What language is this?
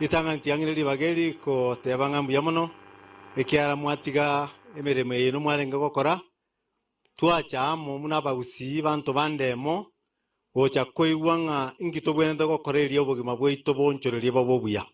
Gusii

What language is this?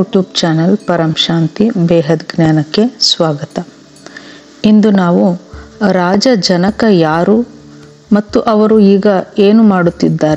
Kannada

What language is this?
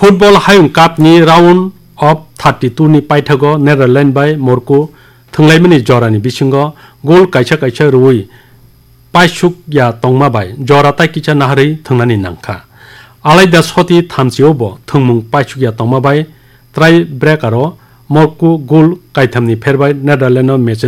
Kok Borok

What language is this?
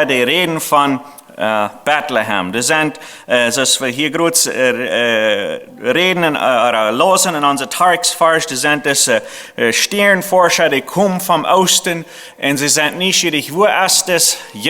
Plautdietsch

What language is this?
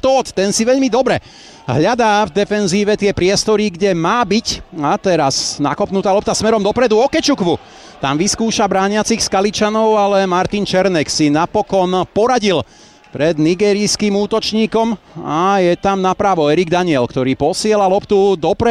Slovak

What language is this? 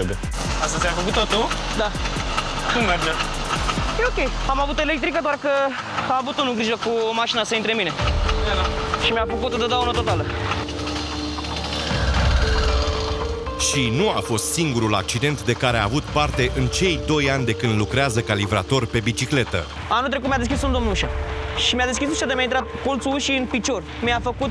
Romanian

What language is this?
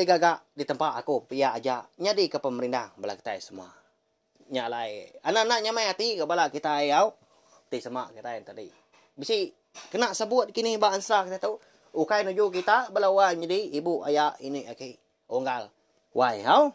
Iban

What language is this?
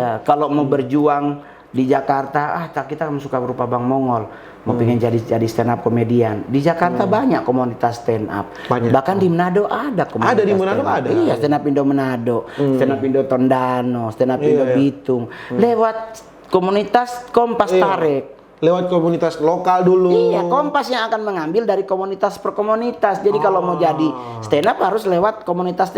Manado Malay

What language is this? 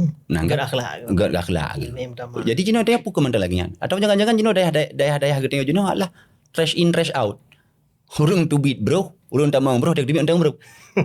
Achinese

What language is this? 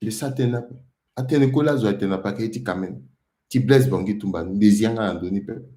Sango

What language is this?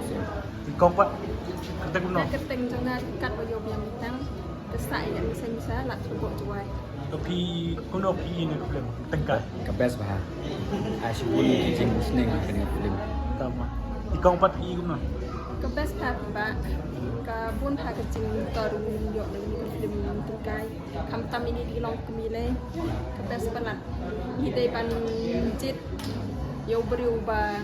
Khasi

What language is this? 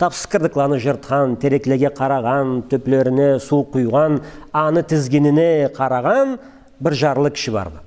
Karachay-Balkar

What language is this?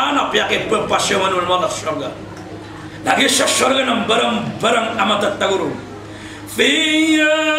Maranao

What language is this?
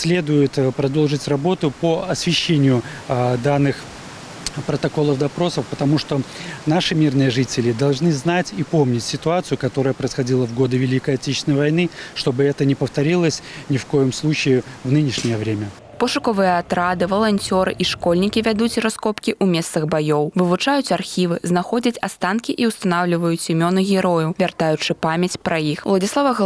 Belarusian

